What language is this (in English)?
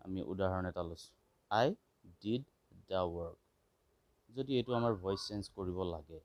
Assamese